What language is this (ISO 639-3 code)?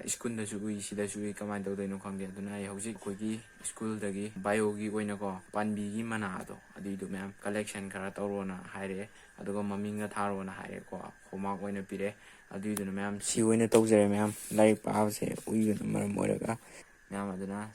mni